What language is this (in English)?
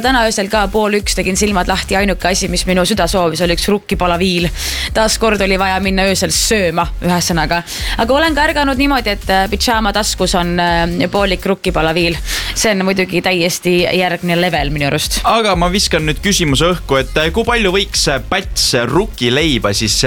Estonian